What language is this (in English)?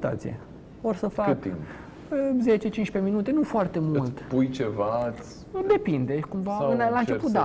Romanian